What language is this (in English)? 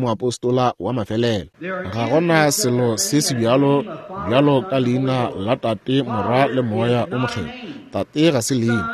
Northern Sotho